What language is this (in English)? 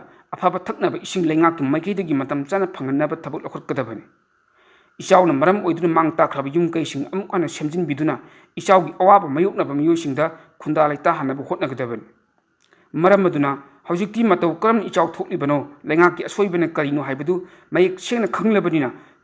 Manipuri